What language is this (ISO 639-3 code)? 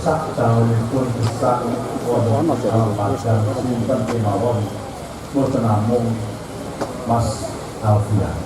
jav